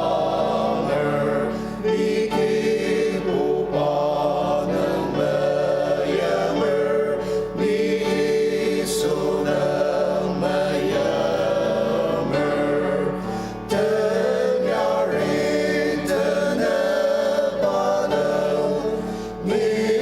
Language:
Ao Naga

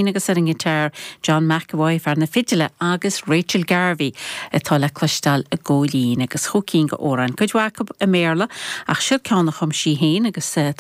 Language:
Irish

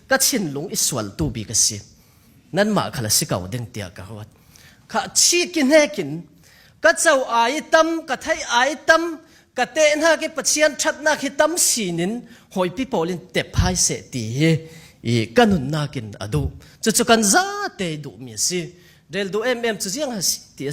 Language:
Falam Chin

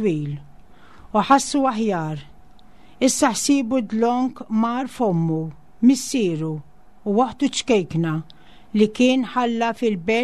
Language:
Maltese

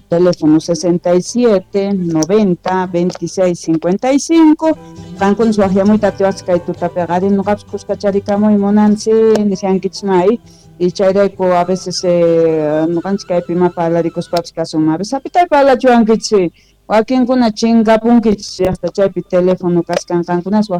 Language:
South Bolivian Quechua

